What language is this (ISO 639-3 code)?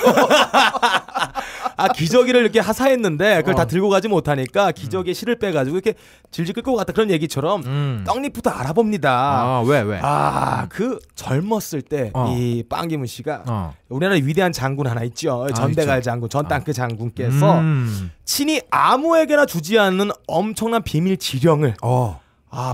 kor